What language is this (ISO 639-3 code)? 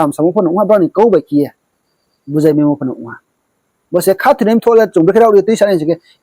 ria